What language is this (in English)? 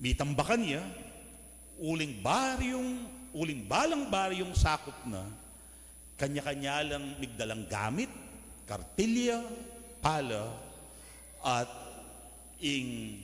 Pampanga